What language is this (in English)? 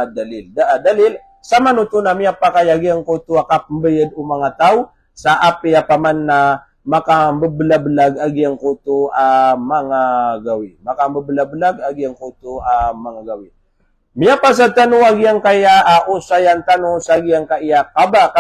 Maranao